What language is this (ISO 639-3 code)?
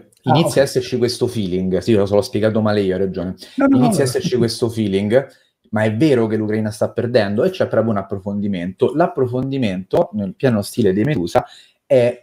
ita